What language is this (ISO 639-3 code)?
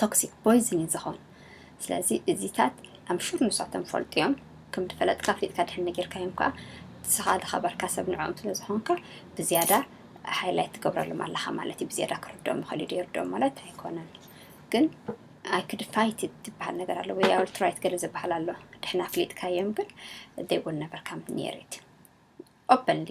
tir